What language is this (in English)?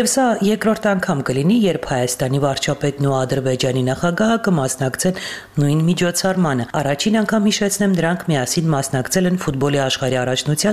Armenian